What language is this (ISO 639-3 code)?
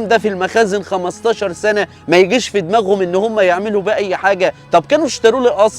arz